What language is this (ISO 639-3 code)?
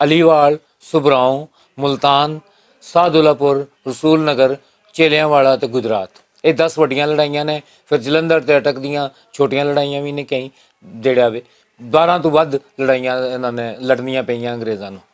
lah